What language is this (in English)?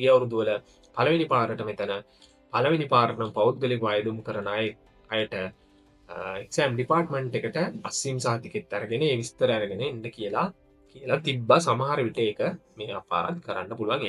Sinhala